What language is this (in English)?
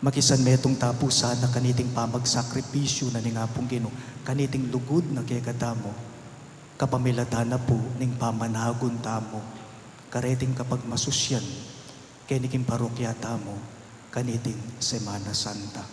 Pampanga